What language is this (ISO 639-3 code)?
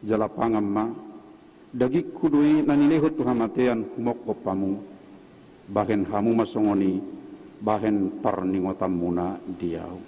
bbc